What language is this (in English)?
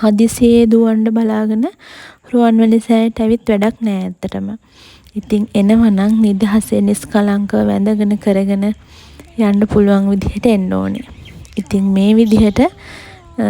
Sinhala